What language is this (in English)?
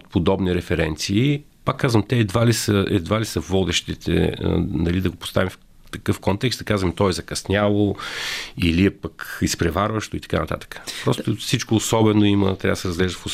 Bulgarian